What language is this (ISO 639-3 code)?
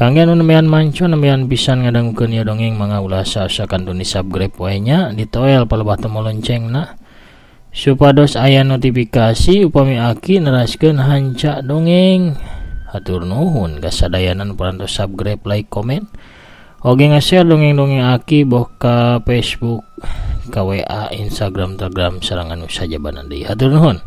sun